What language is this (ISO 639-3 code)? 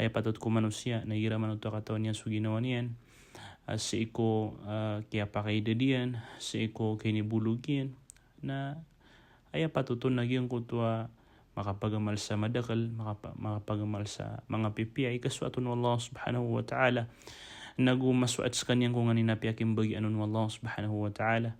mrw